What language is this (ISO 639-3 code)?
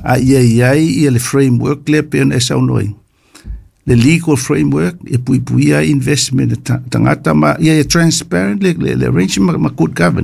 smo